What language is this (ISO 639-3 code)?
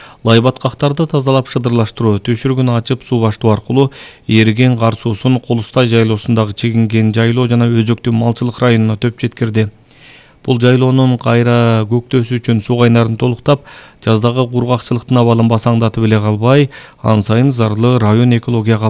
kir